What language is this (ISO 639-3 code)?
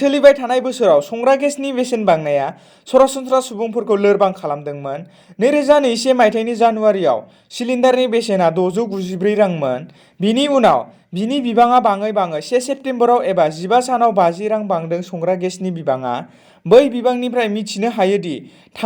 brx